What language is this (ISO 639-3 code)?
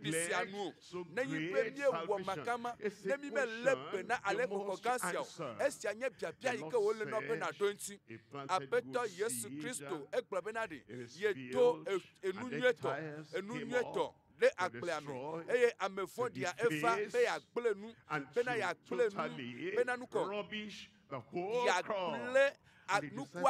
ewe